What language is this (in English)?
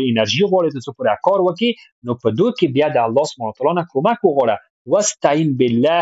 Pashto